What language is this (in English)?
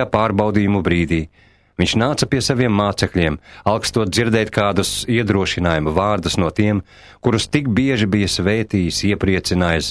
Latvian